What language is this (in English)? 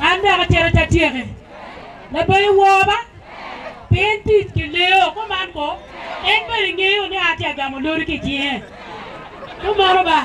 Acoli